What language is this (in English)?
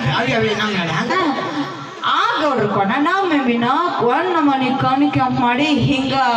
Kannada